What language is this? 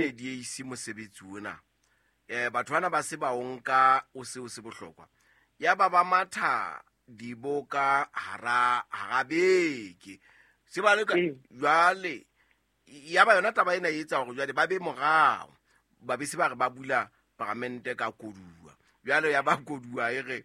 Southern Sotho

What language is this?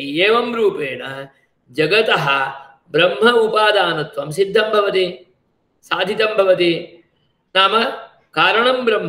Sanskrit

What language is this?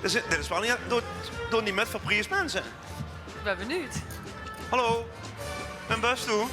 Limburgish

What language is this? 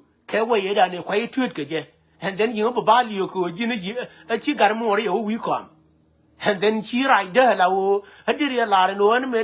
Nuer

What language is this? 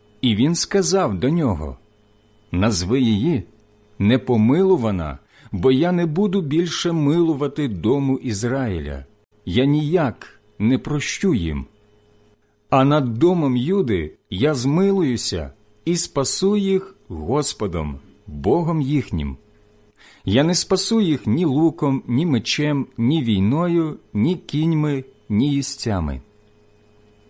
Ukrainian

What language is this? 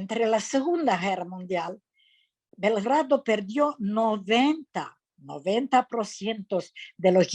Ladino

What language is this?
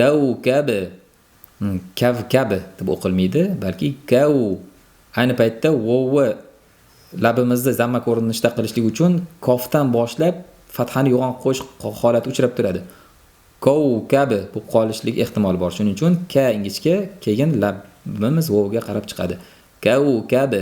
Uzbek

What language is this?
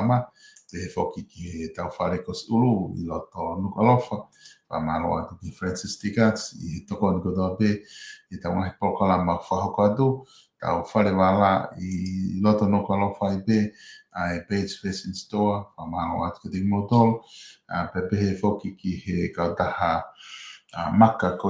Tongan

